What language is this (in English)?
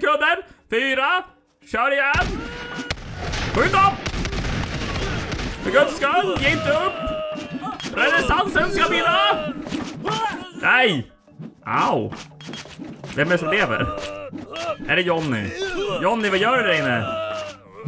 Swedish